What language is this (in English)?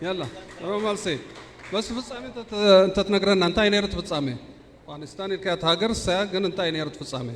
Tigrinya